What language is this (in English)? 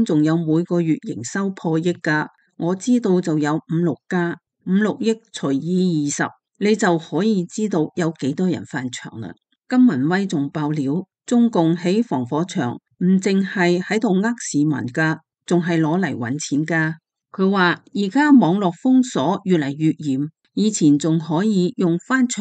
Cantonese